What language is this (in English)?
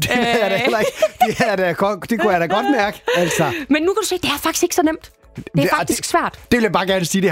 Danish